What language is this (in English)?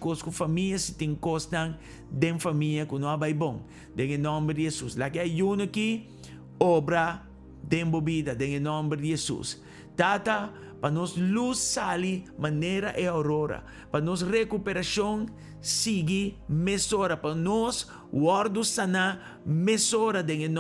Papiamento